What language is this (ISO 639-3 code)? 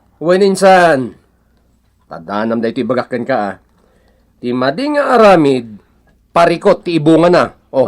ilo